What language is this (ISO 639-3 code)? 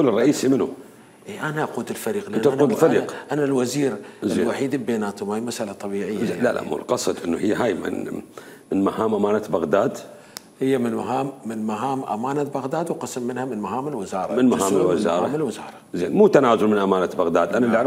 acm